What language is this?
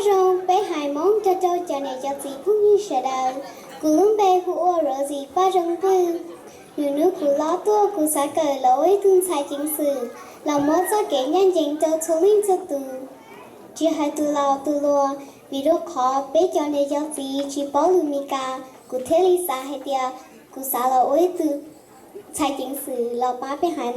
Hmong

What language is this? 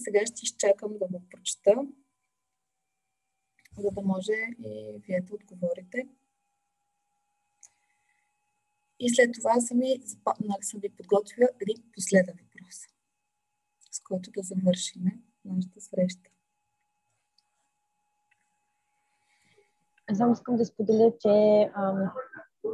Bulgarian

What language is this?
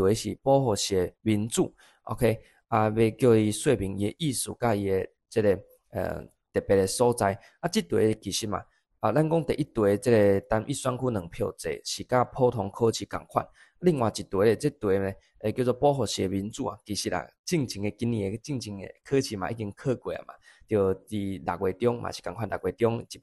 Min Nan Chinese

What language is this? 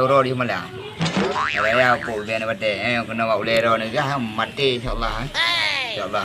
Achinese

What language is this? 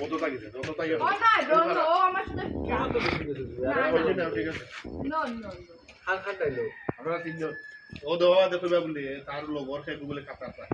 Sylheti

